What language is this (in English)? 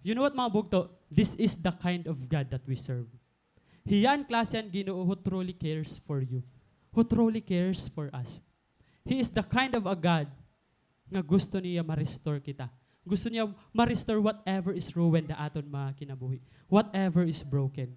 Waray